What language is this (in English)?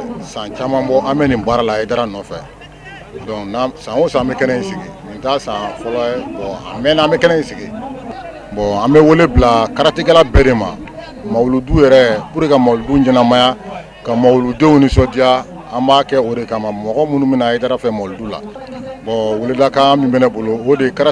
Bambara